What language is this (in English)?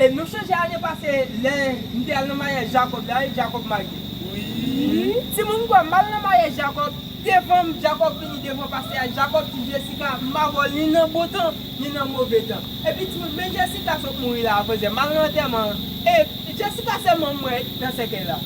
Haitian Creole